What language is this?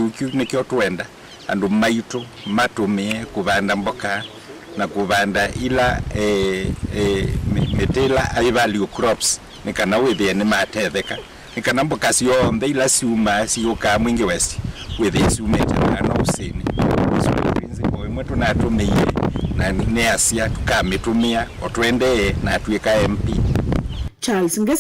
Kamba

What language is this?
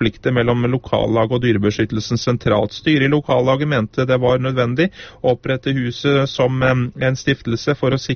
Norwegian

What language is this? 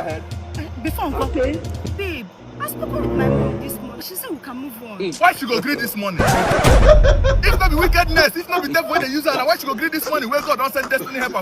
Nigerian Pidgin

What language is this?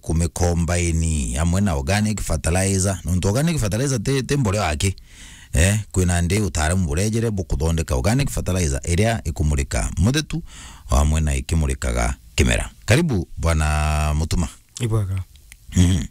Meru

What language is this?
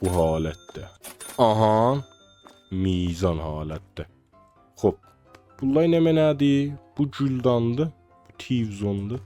South Azerbaijani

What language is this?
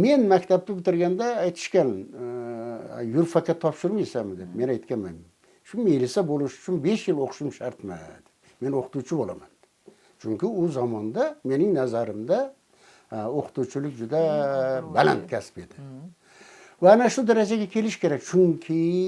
Uzbek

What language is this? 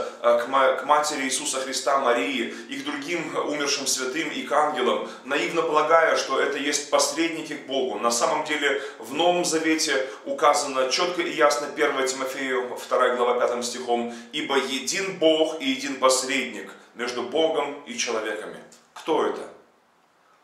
Russian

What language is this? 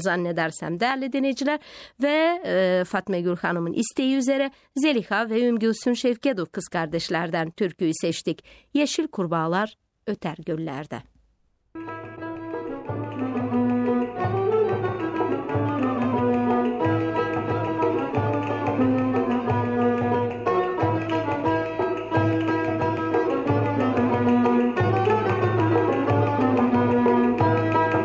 Turkish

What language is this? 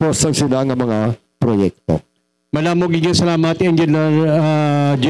Hiligaynon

